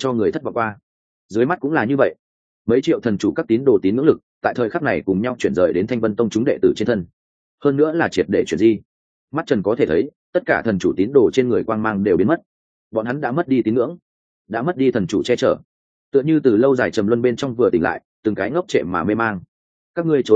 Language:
Vietnamese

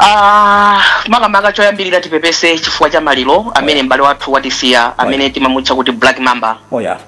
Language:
Nyanja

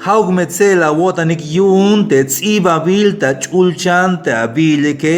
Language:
Tzeltal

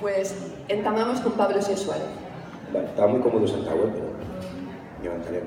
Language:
Asturian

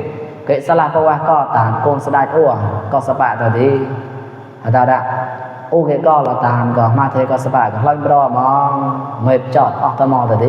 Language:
Mon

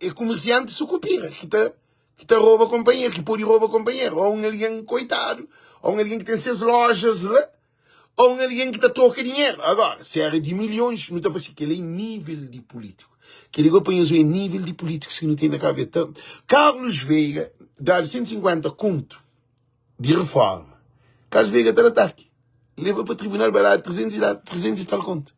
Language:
Kabuverdianu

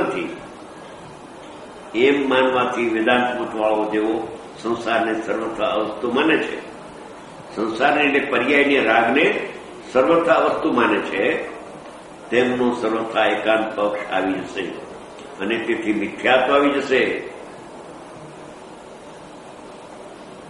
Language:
Gujarati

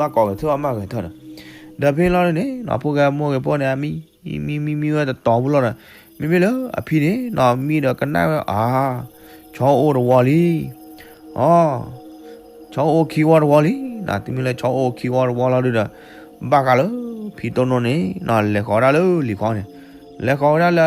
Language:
S'gaw Karen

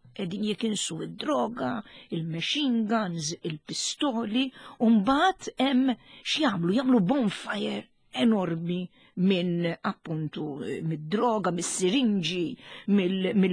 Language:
Maltese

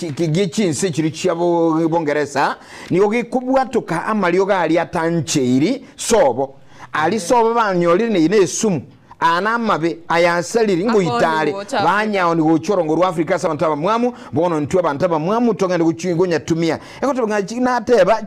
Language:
Gusii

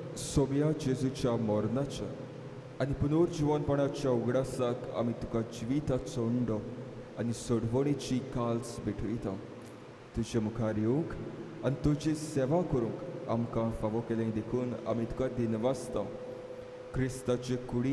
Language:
Konkani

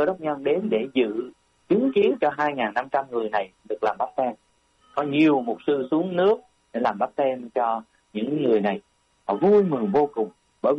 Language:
Vietnamese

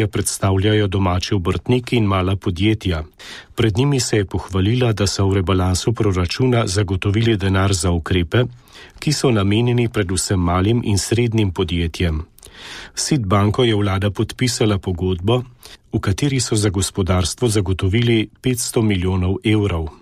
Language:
Slovenian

